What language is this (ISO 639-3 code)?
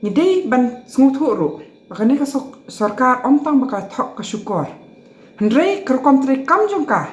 kha